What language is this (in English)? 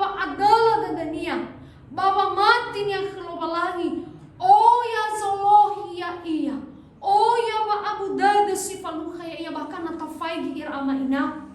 Nias